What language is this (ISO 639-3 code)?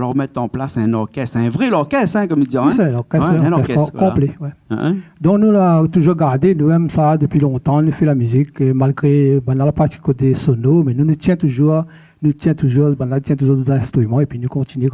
rcf